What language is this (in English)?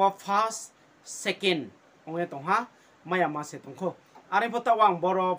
Riang (India)